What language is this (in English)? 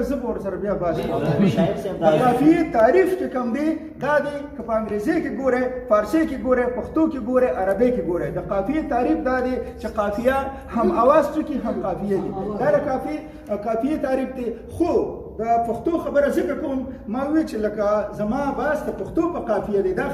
Pashto